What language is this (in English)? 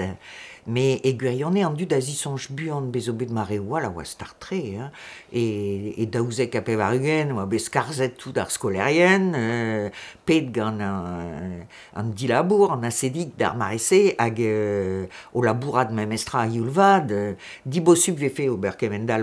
Breton